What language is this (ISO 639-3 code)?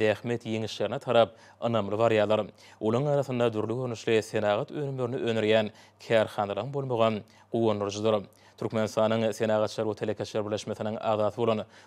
tuk